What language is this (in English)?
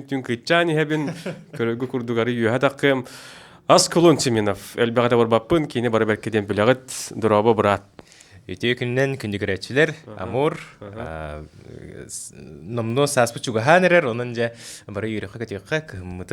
Yakut